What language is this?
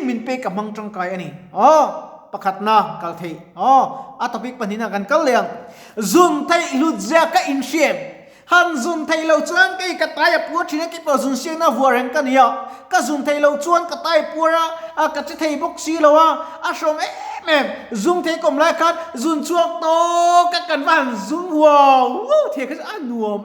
Mizo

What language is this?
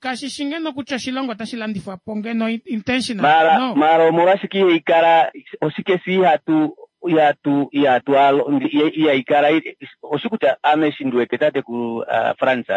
Kuanyama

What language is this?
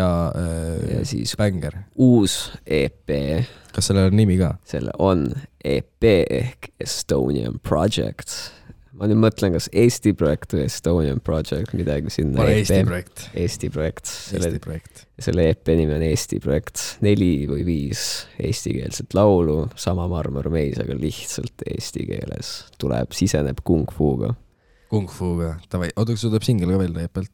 Estonian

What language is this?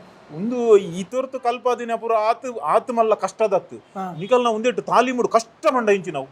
Tulu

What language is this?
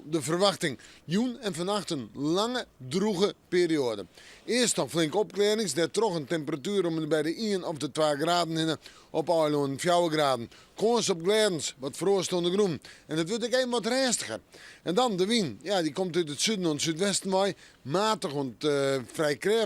Western Frisian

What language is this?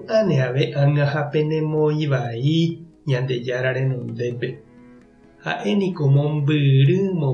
Guarani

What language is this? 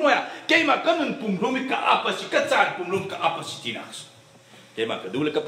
Falam Chin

